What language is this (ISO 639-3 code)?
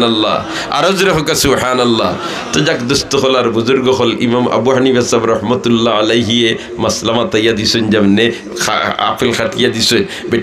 syl